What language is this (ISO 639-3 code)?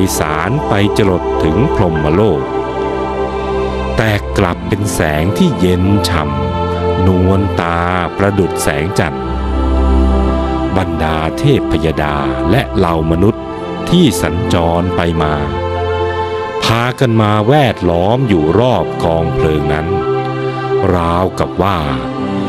tha